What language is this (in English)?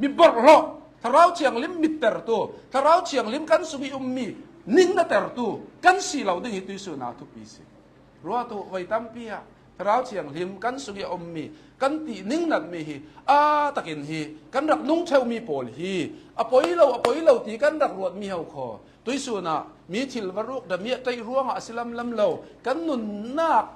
Hakha Chin